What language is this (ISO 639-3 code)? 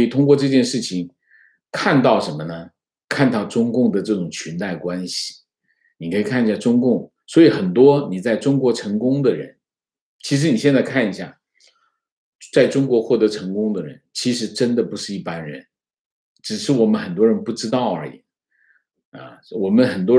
zho